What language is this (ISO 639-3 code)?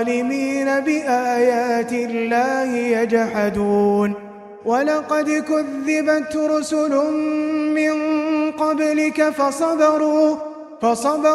ara